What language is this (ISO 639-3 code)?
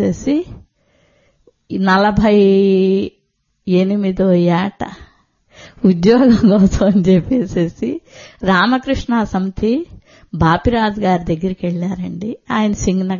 tel